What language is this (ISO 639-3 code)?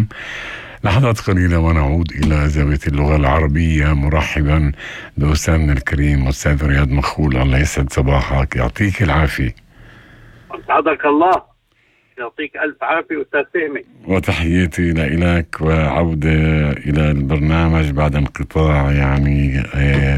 apc